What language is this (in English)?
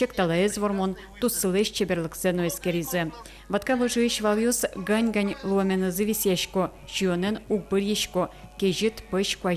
Udmurt